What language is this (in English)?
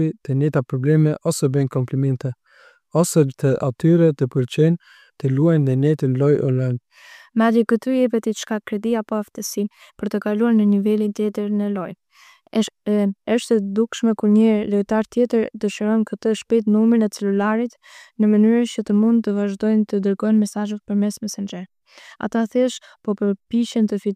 Albanian